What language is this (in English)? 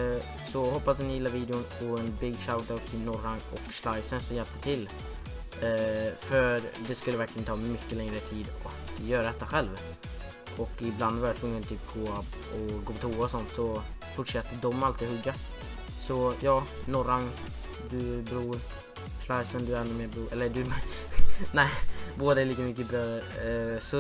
Swedish